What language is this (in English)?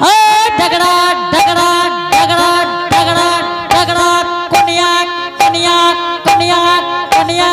Angika